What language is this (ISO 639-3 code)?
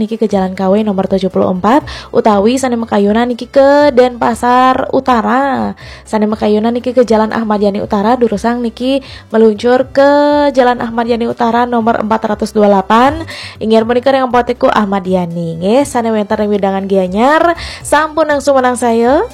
ban